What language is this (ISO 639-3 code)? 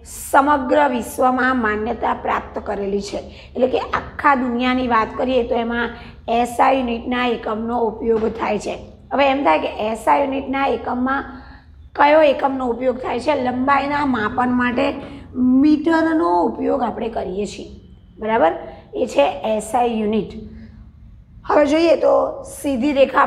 guj